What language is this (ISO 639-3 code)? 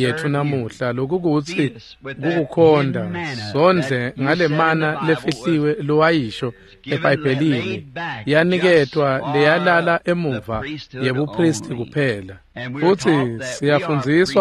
ssw